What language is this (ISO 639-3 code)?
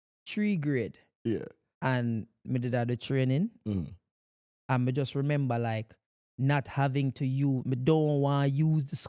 jam